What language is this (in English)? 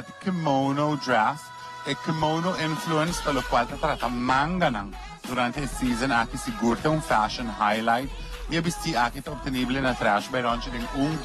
Papiamento